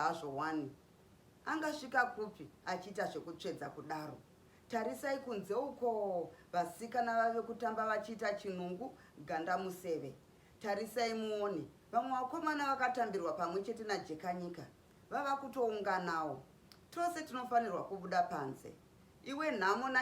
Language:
Shona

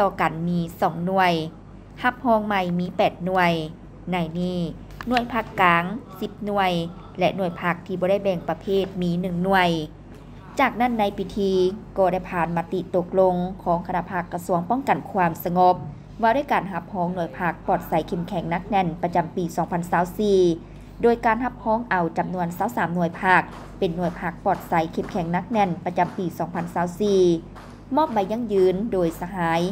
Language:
Lao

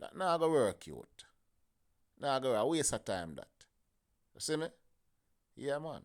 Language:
Jamaican Creole English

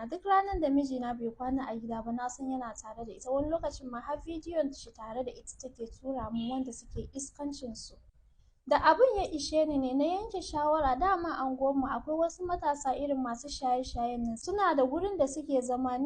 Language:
Hausa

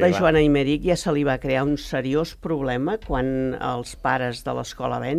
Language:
Catalan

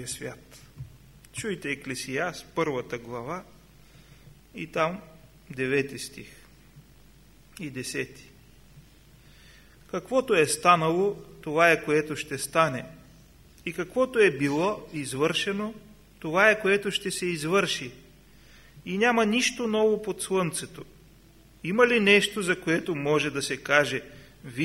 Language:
Bulgarian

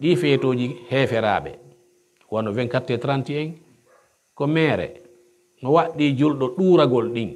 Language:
Pular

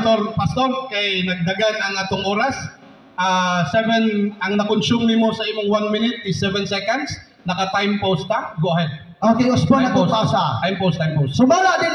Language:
Cebuano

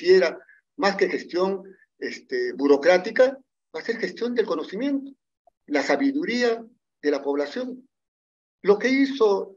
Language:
Spanish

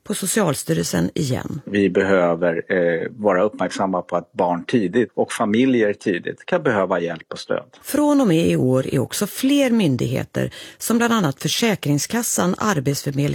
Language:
Swedish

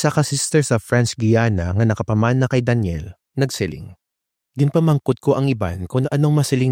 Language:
Hiligaynon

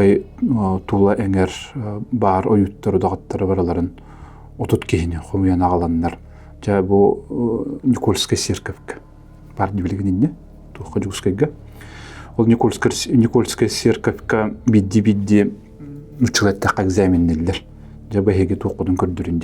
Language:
Yakut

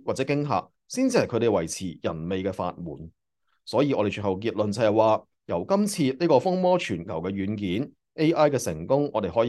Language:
Cantonese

